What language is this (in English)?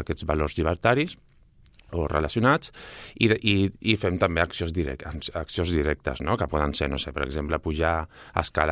Catalan